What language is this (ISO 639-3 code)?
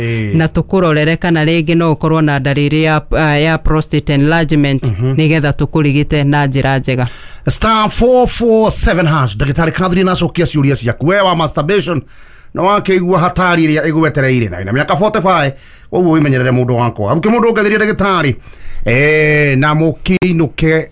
kik